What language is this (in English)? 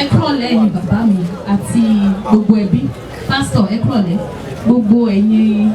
Yoruba